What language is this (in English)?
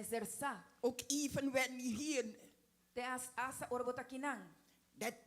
Papiamento